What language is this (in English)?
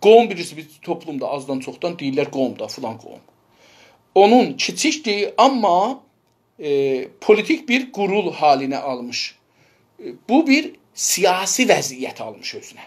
South Azerbaijani